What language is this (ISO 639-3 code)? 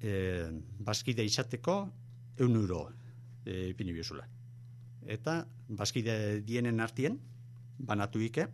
eus